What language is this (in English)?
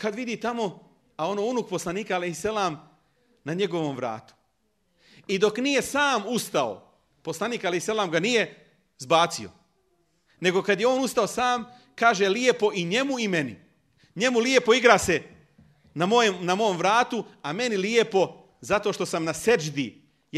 Bosnian